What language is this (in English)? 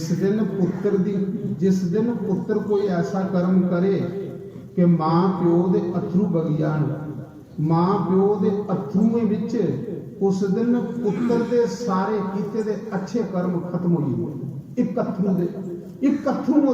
Dogri